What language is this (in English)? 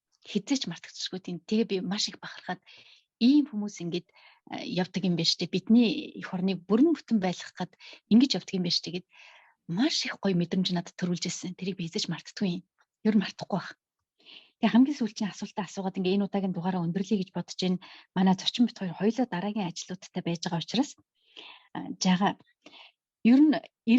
Mongolian